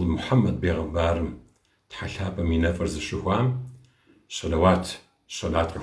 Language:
Kabardian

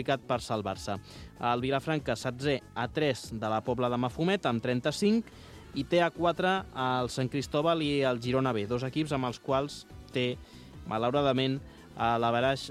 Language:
Catalan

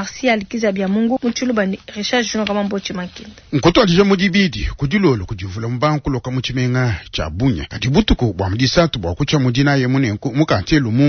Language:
Luba-Lulua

